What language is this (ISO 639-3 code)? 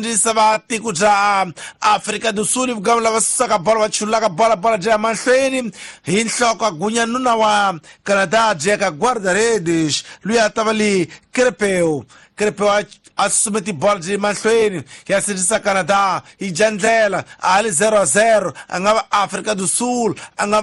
tso